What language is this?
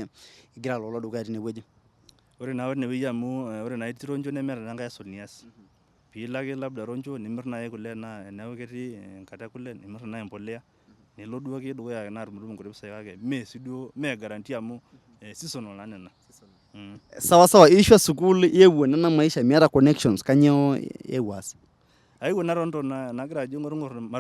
Masai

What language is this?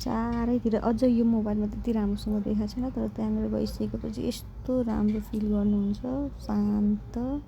Nepali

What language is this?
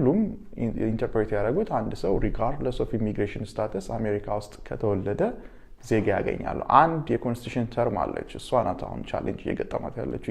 Amharic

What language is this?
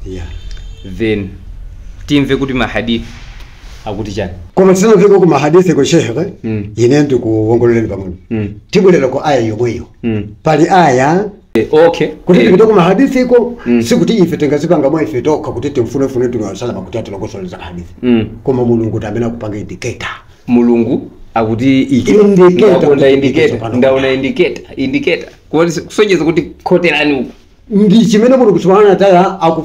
Nyanja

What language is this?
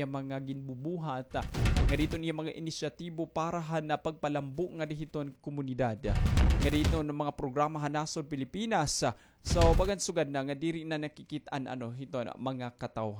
Waray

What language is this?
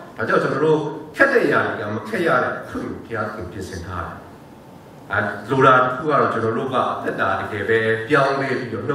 Burmese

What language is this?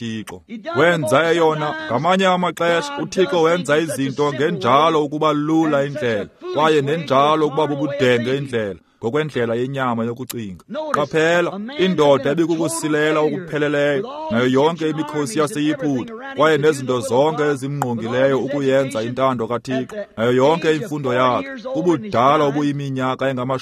Xhosa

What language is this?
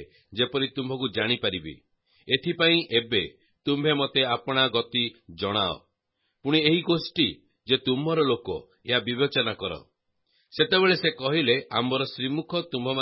Odia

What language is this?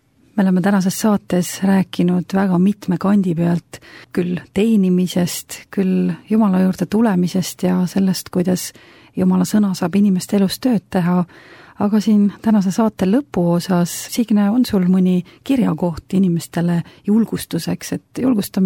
Estonian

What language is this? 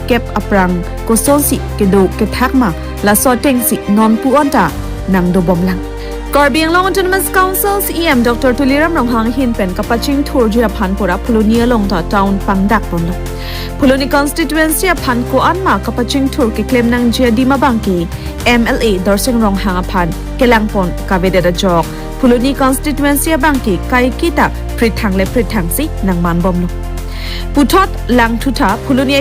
Karbi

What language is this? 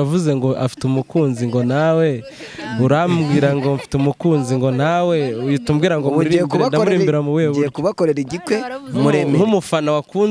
Kinyarwanda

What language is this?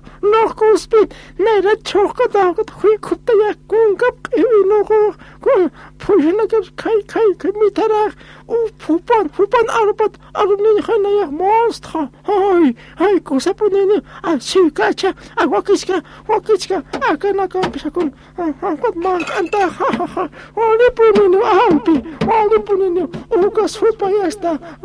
Aymara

